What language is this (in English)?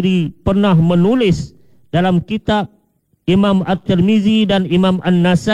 Malay